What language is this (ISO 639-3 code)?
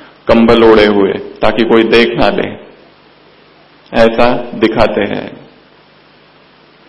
hin